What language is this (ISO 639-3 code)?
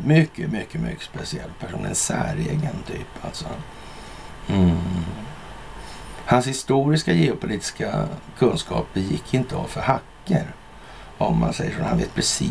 swe